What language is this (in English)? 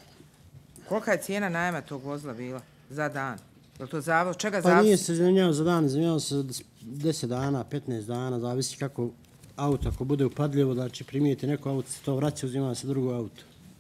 Bosnian